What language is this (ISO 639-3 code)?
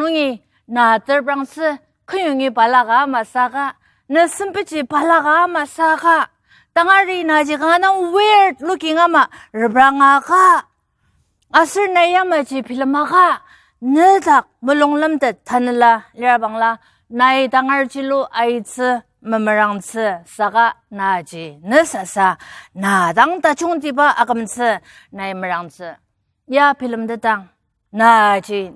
njo